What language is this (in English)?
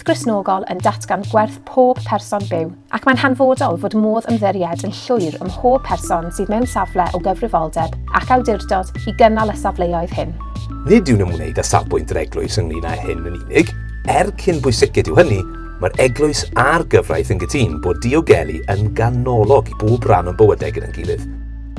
Welsh